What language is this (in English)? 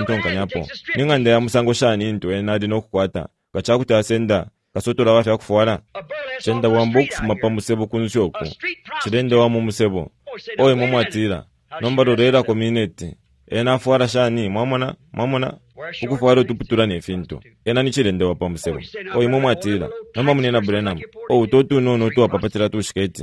Bemba